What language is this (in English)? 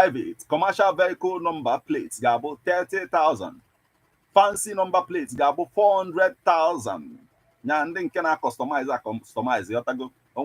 Igbo